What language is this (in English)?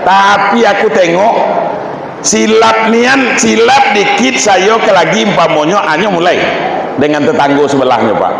Minangkabau